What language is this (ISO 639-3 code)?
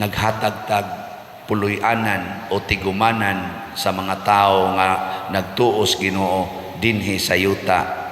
ceb